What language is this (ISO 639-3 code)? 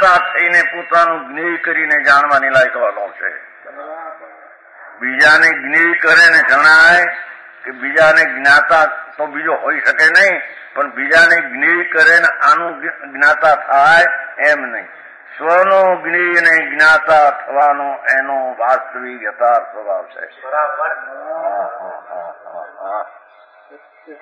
guj